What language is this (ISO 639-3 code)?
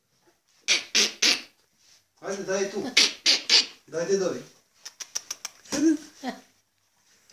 slk